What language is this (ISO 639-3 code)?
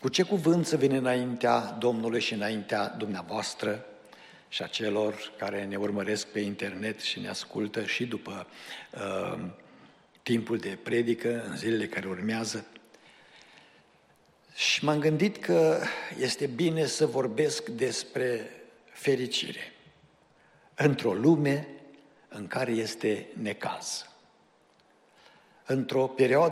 ron